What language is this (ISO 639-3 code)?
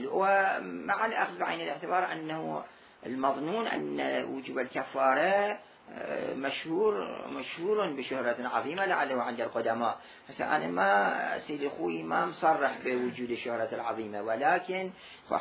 acm